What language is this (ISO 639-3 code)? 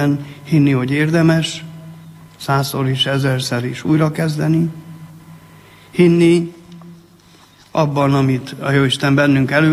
hun